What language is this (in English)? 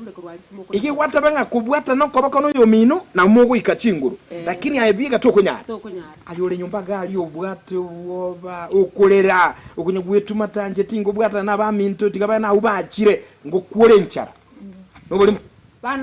Gusii